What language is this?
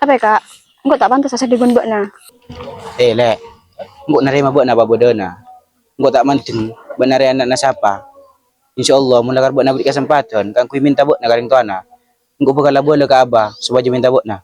Madurese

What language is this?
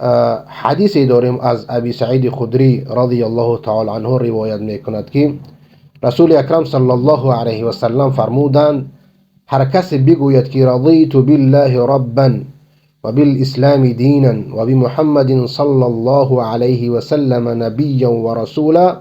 Persian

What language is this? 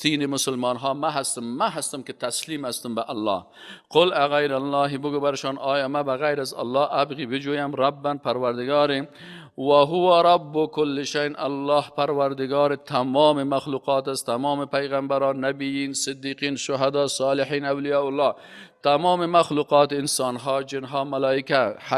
Persian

